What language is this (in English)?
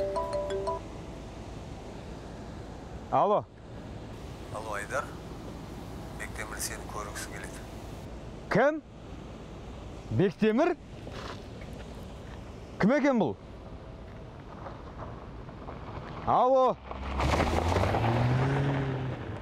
Kazakh